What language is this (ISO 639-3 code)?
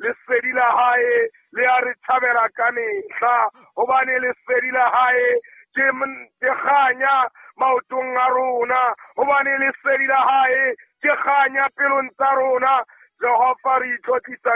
sot